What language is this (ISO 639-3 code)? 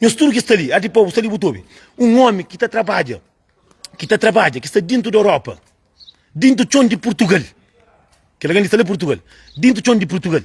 kea